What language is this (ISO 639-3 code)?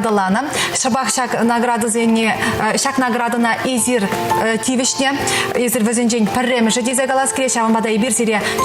chv